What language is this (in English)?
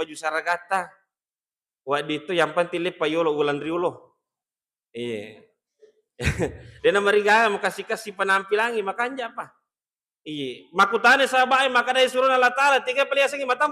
Buginese